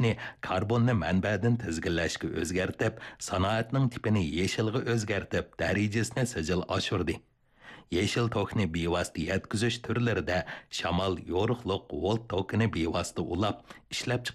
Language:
Uyghur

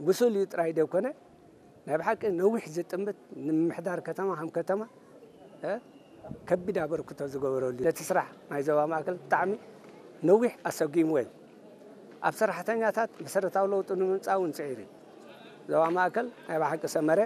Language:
Tigrinya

